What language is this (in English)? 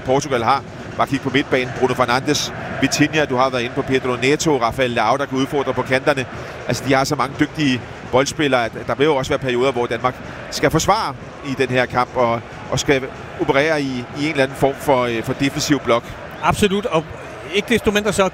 Danish